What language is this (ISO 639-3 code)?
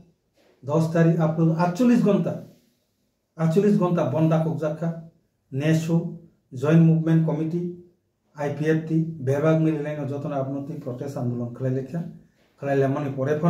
trp